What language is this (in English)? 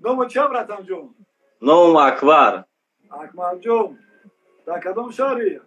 Tajik